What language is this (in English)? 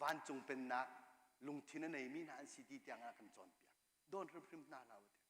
Hakha Chin